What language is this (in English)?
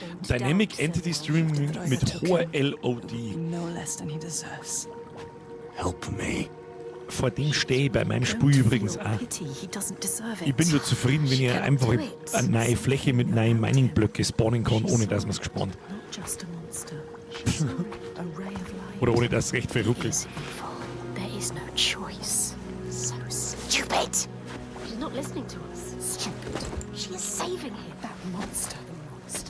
Bavarian